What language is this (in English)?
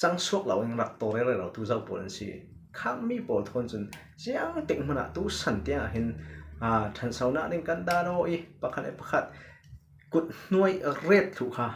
Falam Chin